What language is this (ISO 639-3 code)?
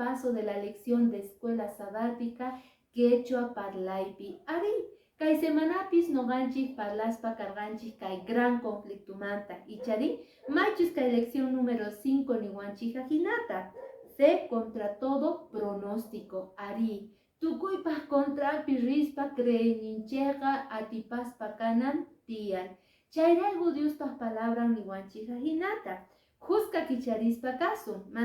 que